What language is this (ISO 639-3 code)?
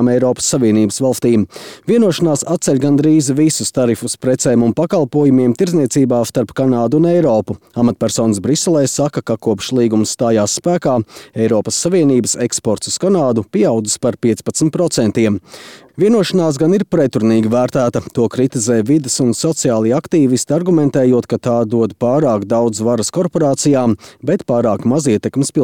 lav